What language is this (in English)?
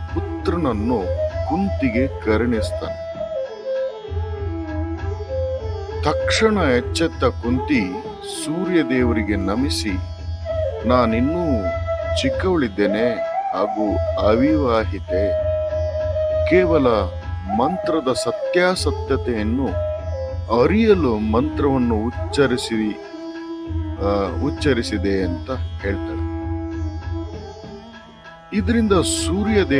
Kannada